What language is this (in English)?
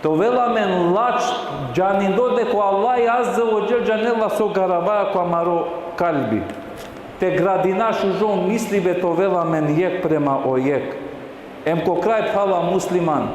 Balkan Romani